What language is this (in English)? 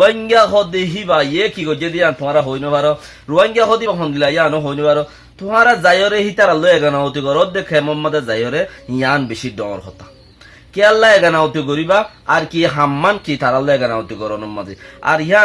Rohingya